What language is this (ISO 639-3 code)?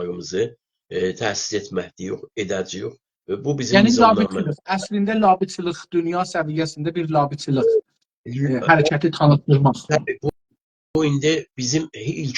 azb